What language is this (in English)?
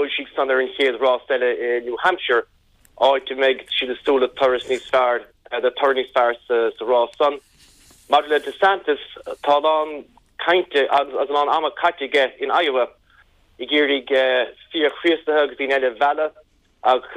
Irish